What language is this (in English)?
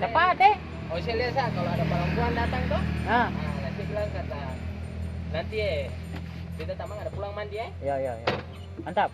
Ambonese Malay